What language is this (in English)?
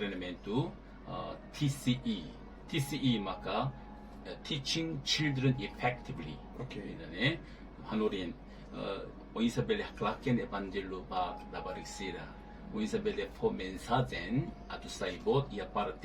Tetum